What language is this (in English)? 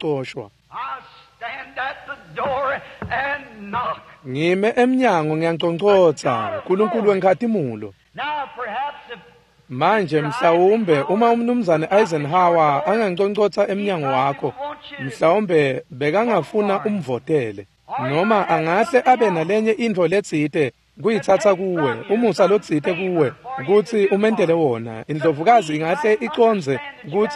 Swati